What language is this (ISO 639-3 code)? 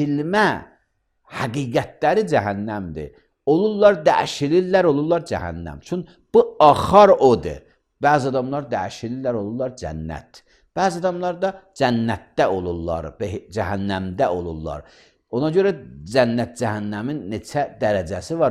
aze